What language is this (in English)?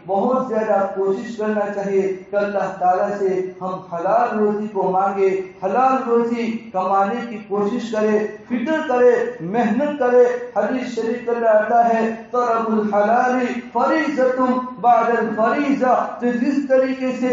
Urdu